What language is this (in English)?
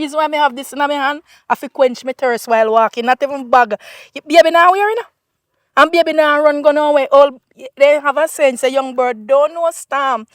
Jamaican Creole English